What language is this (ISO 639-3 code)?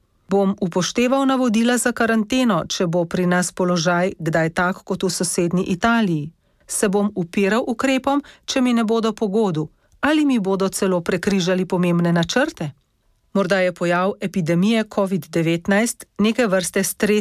slv